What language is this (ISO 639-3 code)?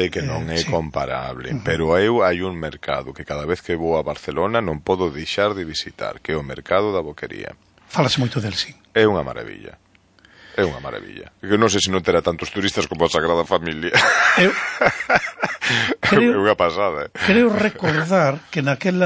glg